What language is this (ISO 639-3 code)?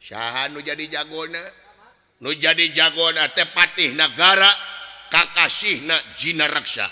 sun